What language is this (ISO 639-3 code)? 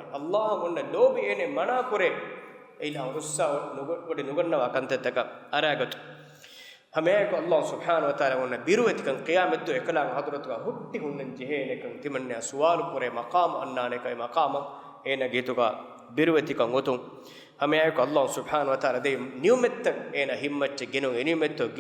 div